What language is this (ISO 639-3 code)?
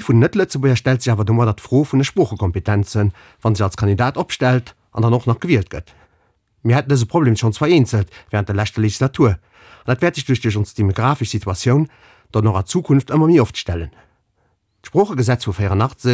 ltz